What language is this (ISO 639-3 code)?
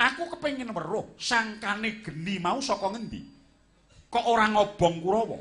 jav